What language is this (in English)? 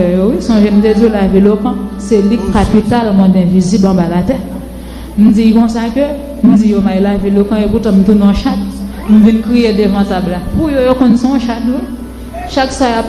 Haitian Creole